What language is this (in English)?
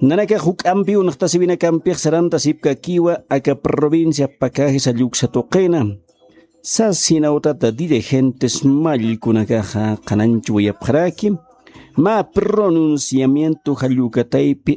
Aymara